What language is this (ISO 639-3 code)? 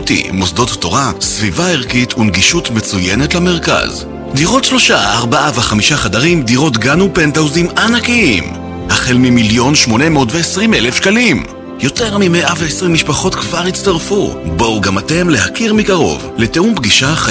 heb